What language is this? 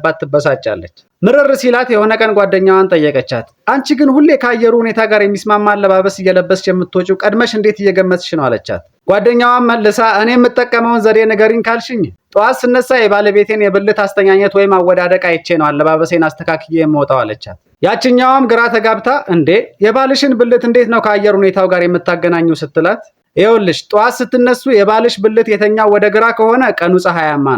Amharic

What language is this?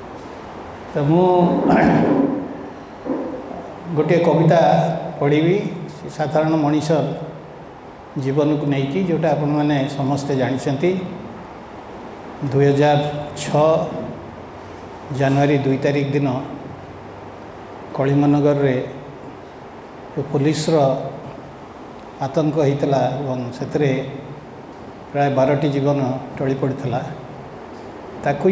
Odia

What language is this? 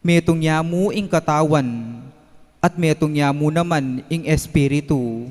Pampanga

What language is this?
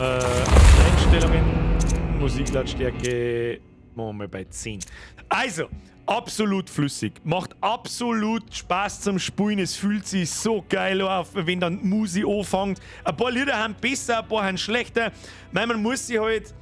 Bavarian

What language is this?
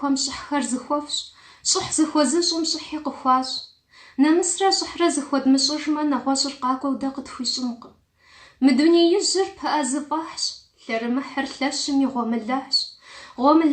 Kabardian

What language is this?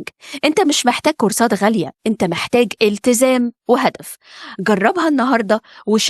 Egyptian Arabic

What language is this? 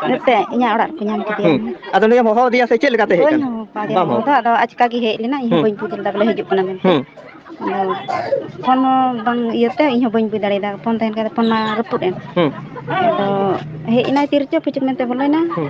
Santali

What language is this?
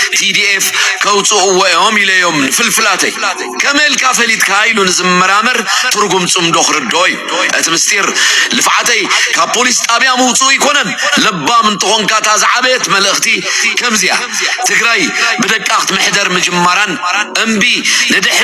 Tigrinya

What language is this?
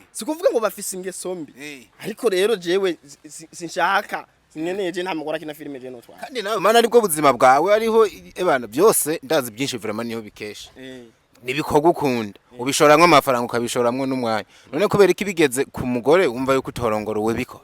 Rundi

